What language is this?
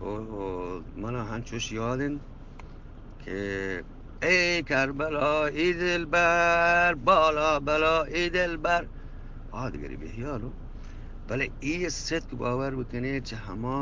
Eastern Balochi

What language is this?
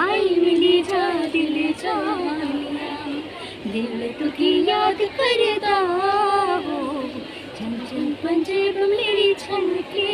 Dogri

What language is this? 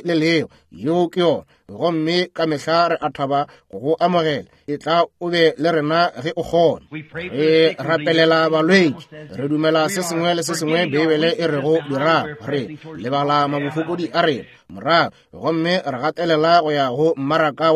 Northern Sotho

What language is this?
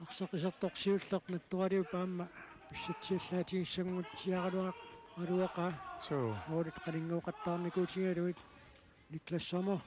Kalaallisut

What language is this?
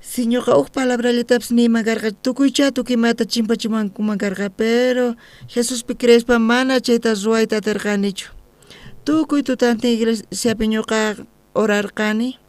South Bolivian Quechua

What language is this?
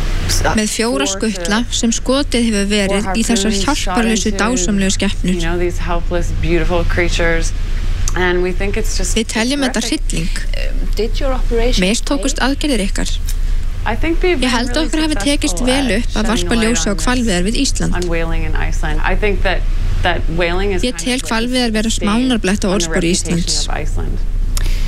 Icelandic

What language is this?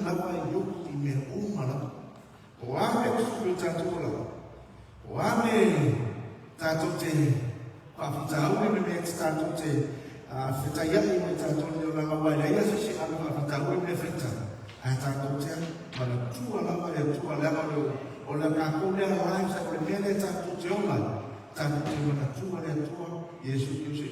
Samoan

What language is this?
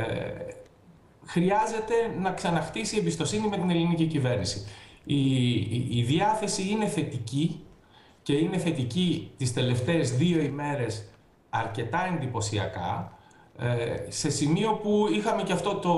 Greek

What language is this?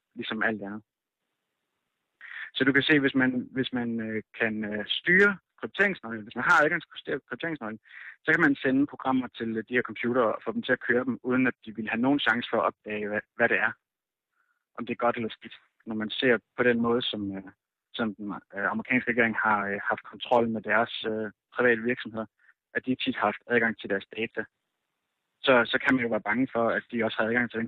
Danish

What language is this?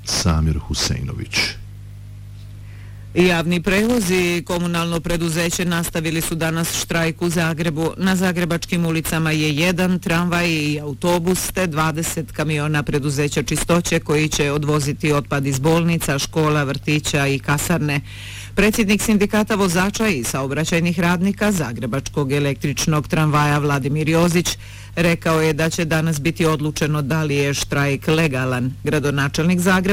Bosnian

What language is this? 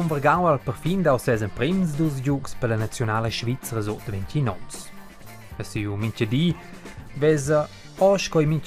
Romansh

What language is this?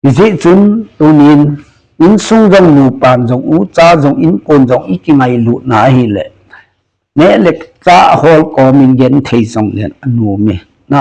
Thado Chin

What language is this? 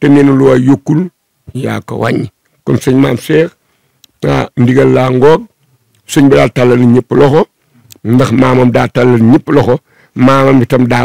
Wolof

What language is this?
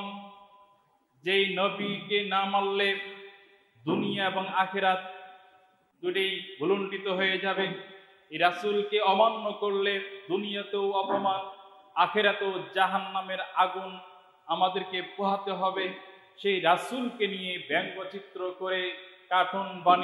Bangla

